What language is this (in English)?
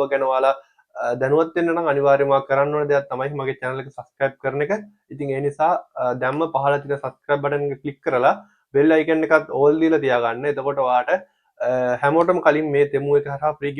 Sinhala